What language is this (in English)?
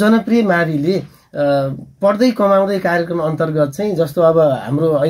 Nepali